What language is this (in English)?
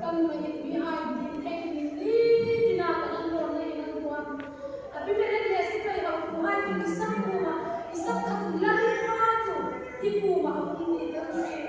Hmar